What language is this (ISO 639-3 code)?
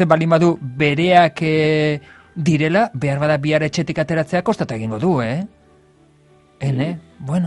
eus